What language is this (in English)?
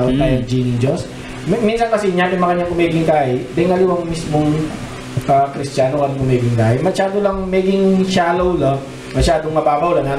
Pampanga